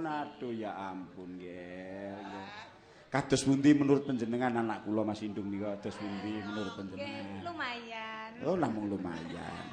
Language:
Javanese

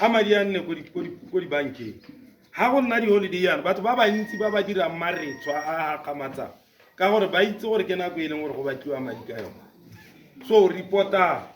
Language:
Tswana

